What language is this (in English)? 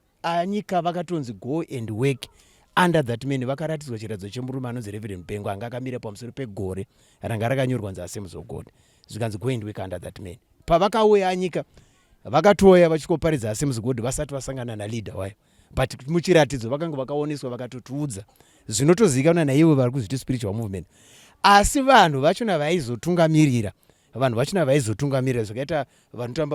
Shona